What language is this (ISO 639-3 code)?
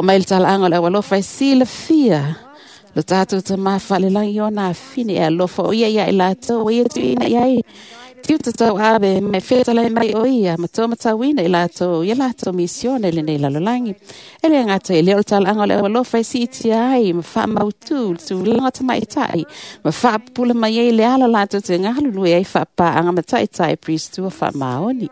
smo